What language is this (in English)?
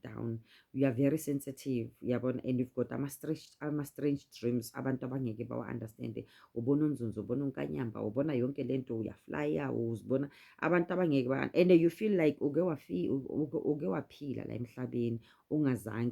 Zulu